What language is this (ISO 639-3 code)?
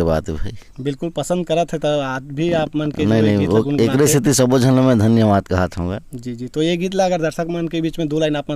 hne